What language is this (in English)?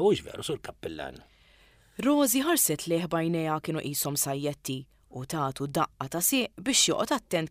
Maltese